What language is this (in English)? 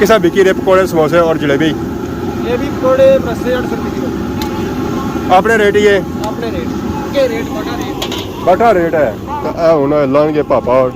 Pahari-Potwari